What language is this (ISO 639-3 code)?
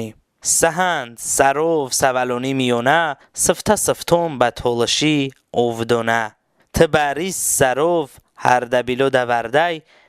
tly